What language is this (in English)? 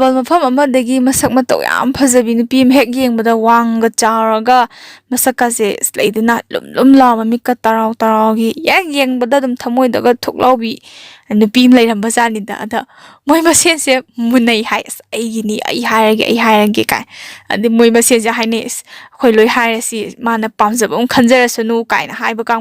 Manipuri